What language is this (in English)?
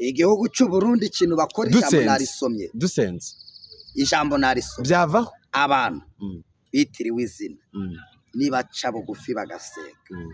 Kinyarwanda